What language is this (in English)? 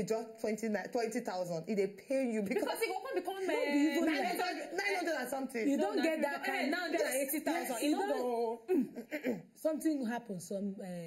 Nigerian Pidgin